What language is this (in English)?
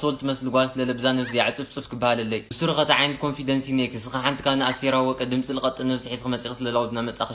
Tigrinya